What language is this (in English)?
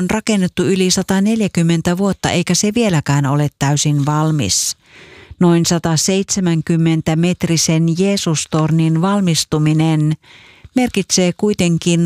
Finnish